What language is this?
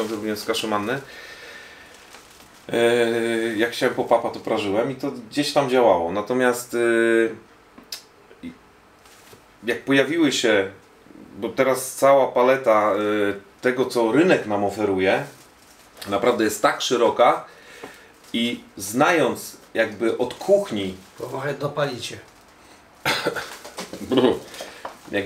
Polish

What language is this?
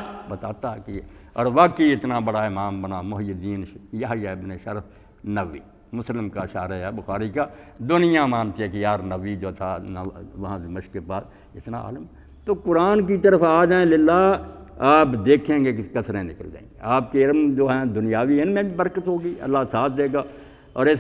Urdu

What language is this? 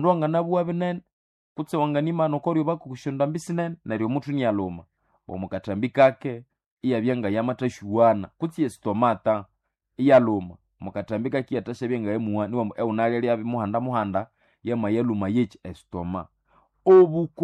Nande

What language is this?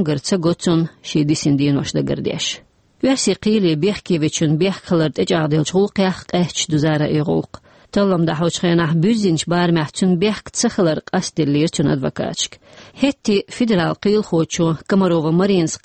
Chechen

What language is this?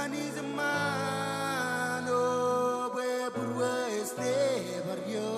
Marshallese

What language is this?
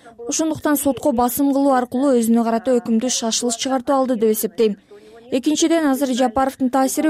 Kyrgyz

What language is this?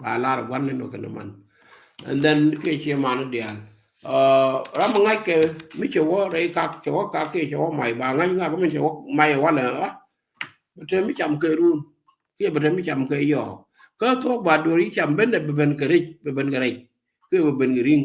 Nuer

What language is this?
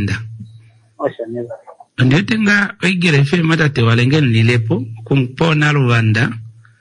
Kuanyama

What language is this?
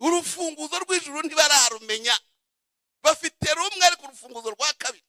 Kinyarwanda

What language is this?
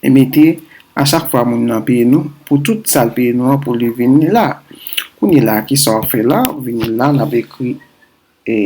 Haitian Creole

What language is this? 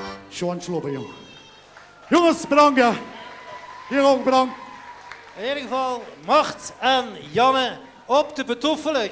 Limburgish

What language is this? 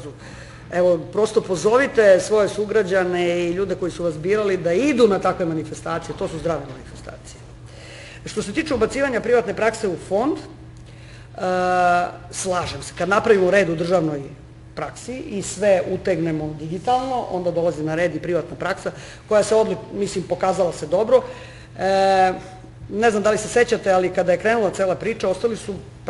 Serbian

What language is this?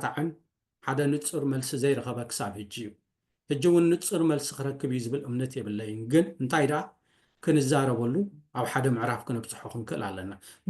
Tigrinya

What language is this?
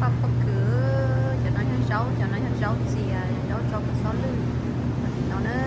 Hmong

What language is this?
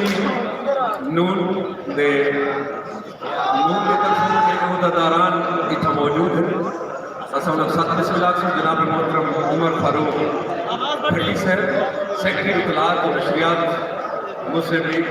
Saraiki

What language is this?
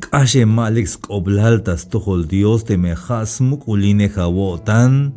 Tzeltal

